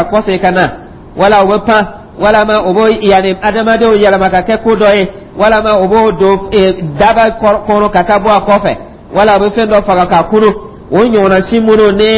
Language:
Dyula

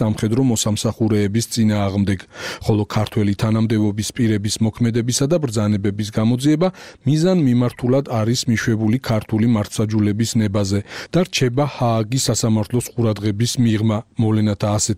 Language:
Georgian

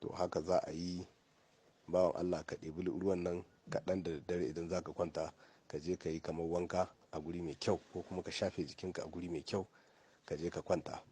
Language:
Hausa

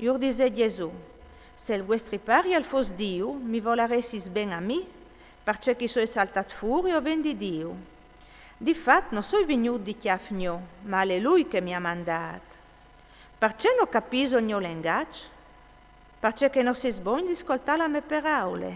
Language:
Friulian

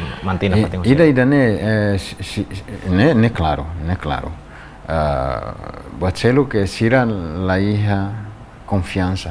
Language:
Tetum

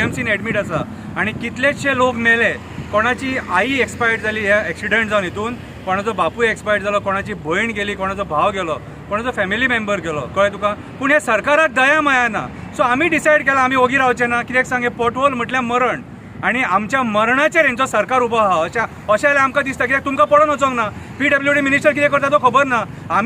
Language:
Konkani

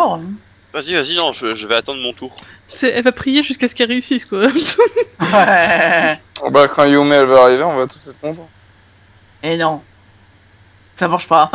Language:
French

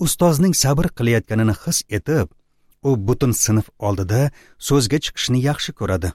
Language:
Uzbek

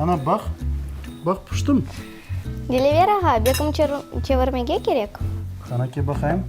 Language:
Crimean Tatar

